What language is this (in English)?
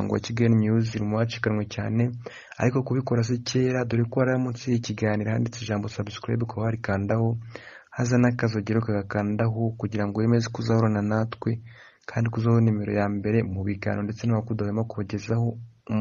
Kinyarwanda